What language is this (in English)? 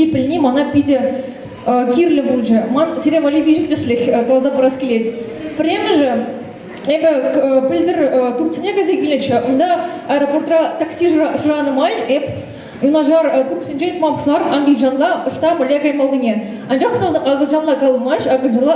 Chuvash